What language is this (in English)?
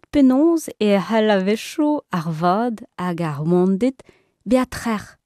Breton